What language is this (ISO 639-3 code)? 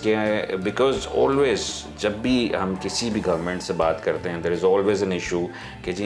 urd